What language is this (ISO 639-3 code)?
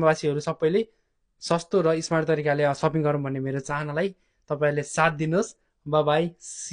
nep